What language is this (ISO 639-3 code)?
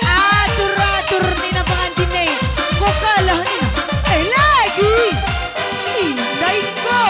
btx